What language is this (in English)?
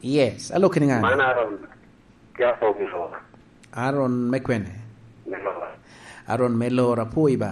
Lango (Uganda)